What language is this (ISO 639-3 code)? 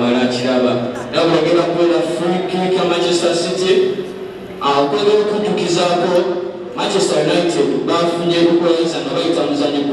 lug